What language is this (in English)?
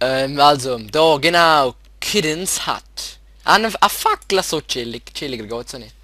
Swiss German